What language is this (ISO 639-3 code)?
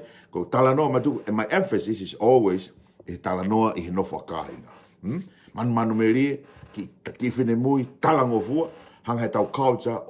ton